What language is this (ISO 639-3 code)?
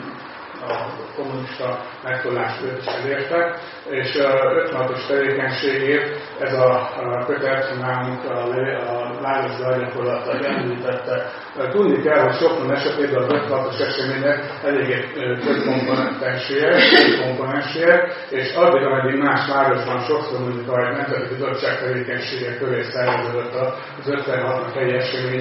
hun